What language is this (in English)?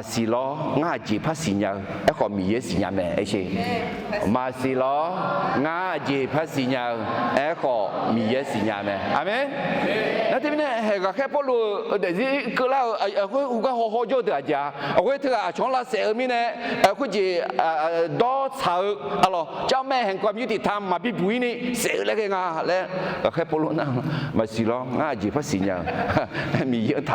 Akha